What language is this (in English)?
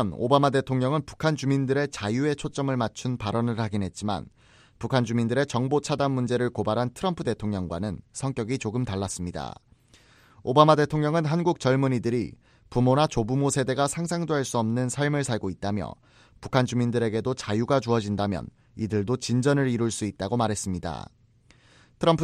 Korean